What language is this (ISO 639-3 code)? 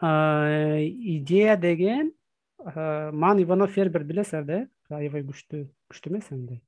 kir